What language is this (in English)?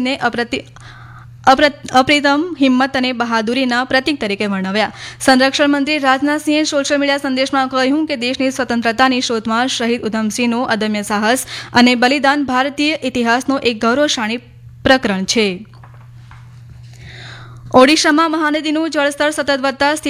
Gujarati